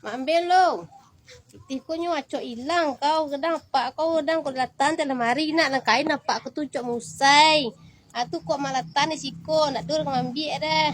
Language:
Minangkabau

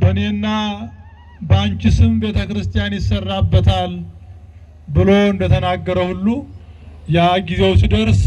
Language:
Amharic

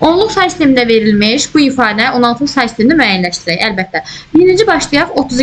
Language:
Azerbaijani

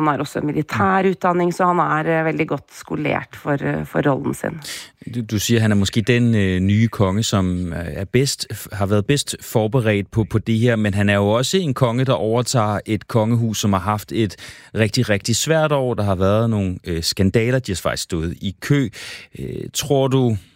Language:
Danish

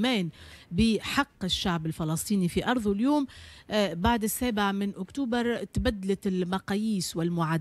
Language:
Tunisian Arabic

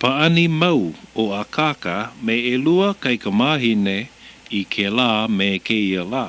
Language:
Hawaiian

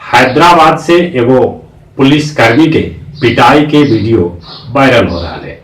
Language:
Magahi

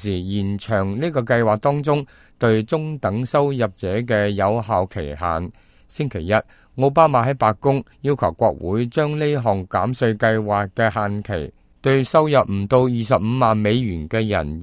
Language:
Cantonese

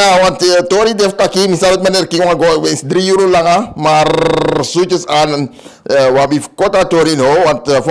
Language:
Sranan Tongo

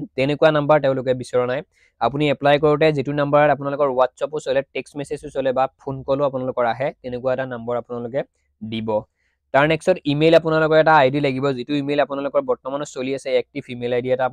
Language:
Assamese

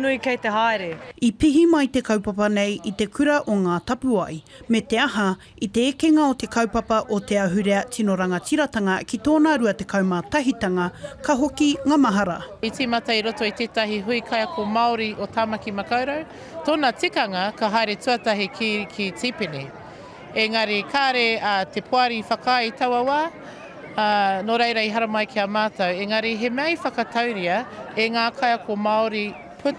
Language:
Māori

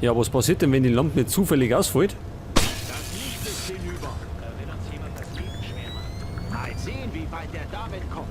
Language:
Bavarian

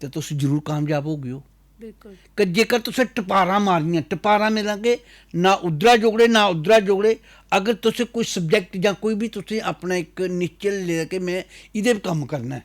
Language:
Dogri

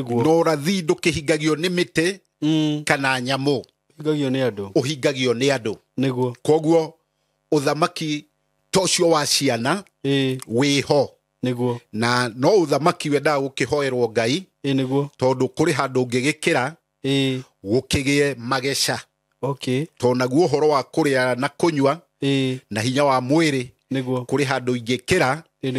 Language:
Kikuyu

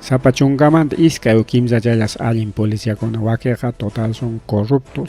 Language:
Ayacucho Quechua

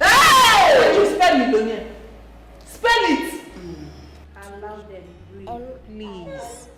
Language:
Nigerian Pidgin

